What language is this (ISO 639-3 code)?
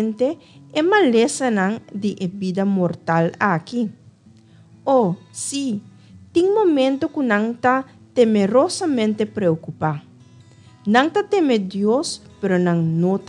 pap